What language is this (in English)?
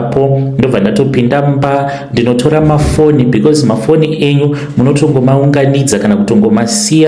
Shona